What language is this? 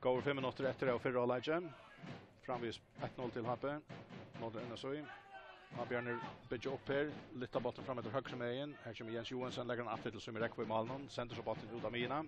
Faroese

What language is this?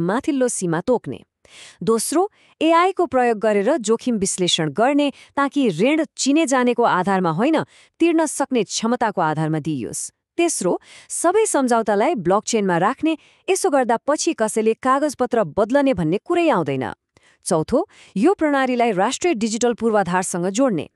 Nepali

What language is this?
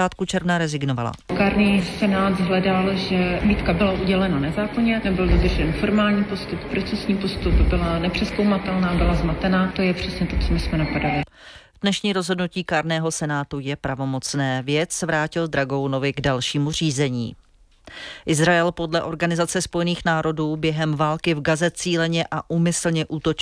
Czech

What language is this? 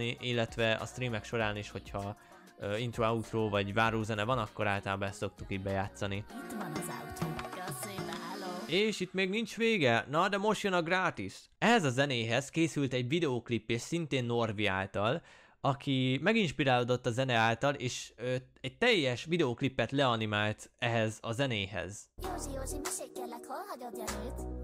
Hungarian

